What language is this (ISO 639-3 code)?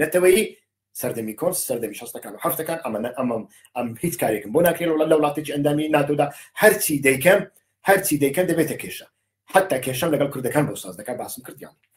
ckb